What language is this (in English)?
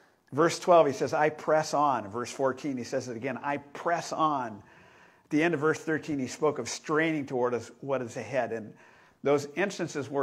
English